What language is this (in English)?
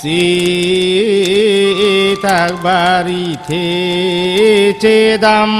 Karbi